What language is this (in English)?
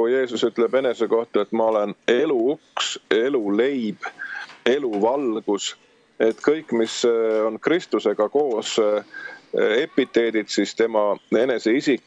Estonian